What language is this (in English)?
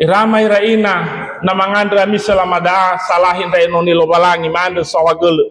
Nias